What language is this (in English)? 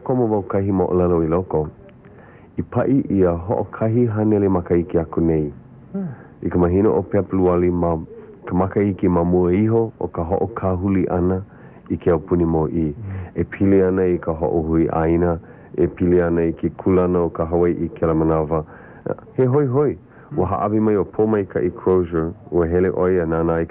Hawaiian